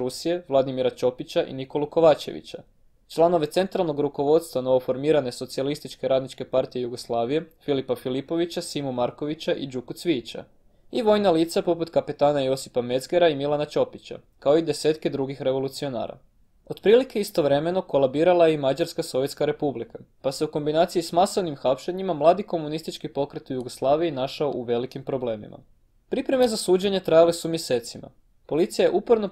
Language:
Croatian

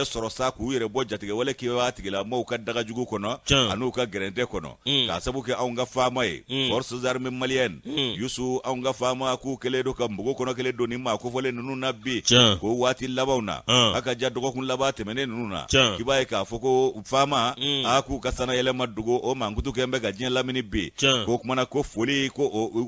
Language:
Bambara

